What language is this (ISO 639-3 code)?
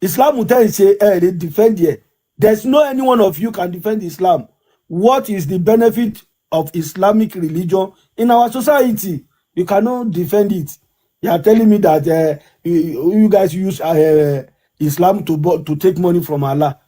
yor